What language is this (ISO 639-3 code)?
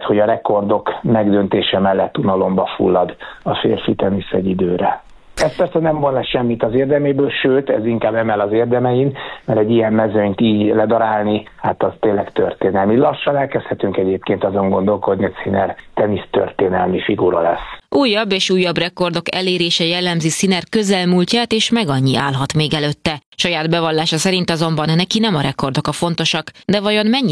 hun